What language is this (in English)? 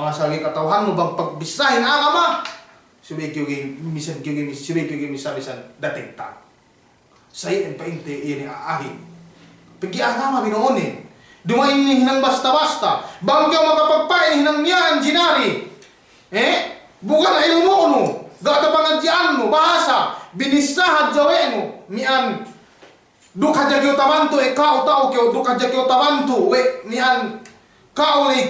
Yakan